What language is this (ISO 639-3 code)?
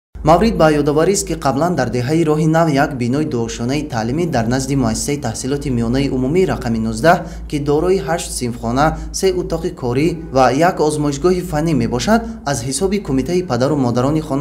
tgk